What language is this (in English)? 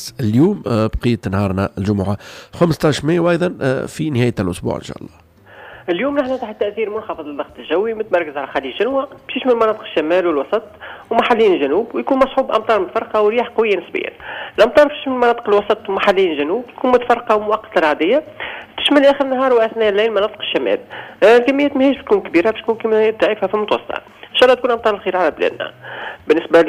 Tunisian Arabic